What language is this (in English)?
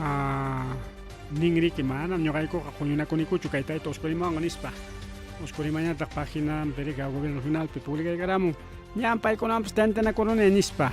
Ayacucho Quechua